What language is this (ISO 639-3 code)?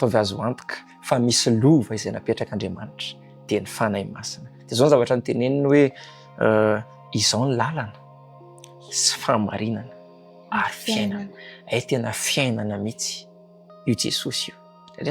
mlg